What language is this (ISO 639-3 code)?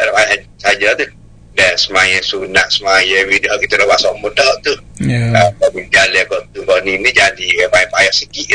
msa